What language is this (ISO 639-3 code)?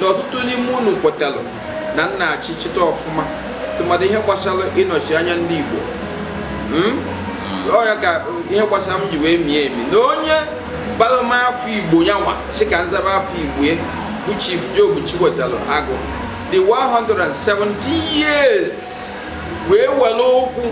ibo